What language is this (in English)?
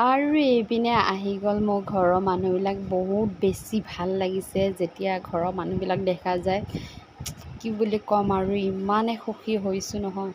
Assamese